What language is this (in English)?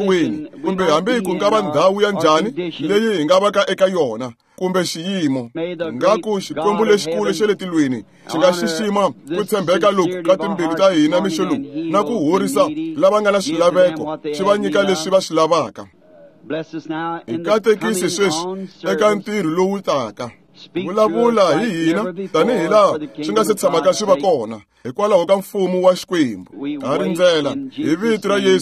Tsonga